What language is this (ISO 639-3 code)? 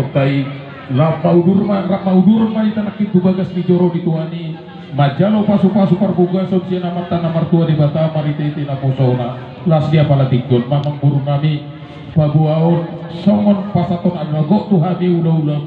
bbc